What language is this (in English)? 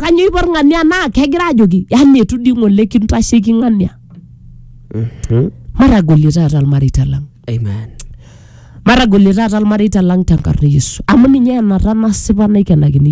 Masai